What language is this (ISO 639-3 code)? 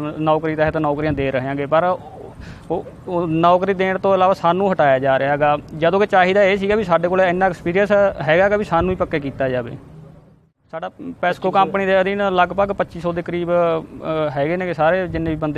pan